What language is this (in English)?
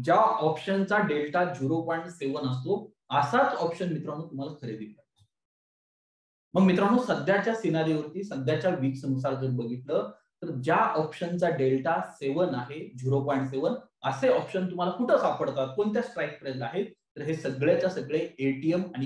Marathi